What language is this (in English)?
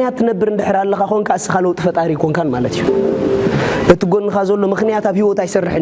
Tigrinya